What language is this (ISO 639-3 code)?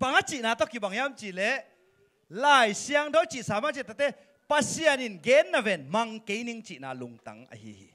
ctd